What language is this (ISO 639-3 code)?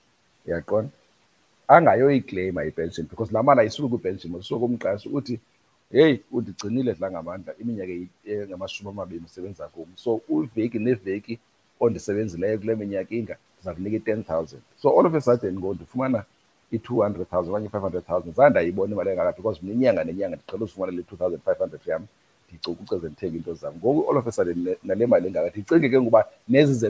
xho